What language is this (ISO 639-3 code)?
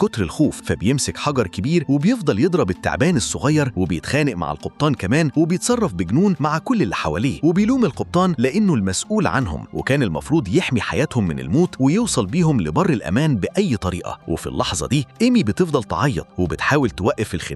arz